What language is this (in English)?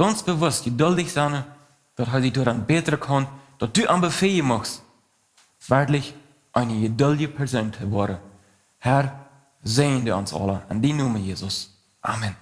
Plautdietsch